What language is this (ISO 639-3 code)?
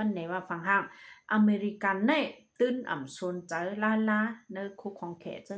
shn